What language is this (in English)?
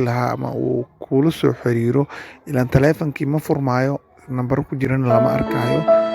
Somali